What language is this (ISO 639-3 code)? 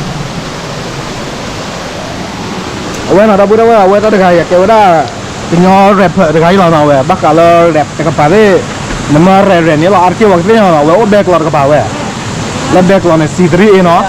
ksw